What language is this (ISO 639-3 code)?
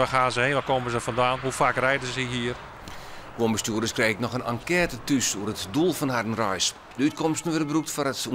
fry